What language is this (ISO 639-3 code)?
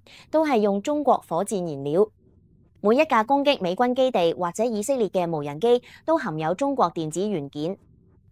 yue